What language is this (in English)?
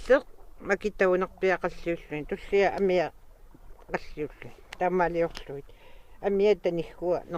Kalaallisut